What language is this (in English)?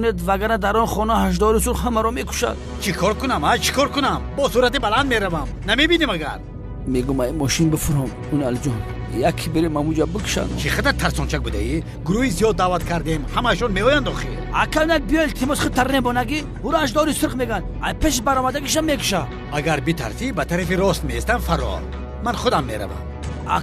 Tajik